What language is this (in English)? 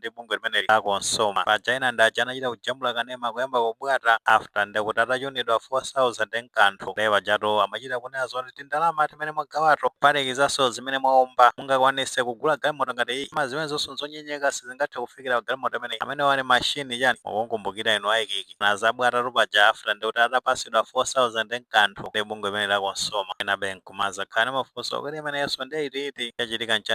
Nyanja